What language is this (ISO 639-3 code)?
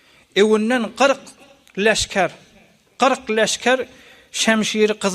tuk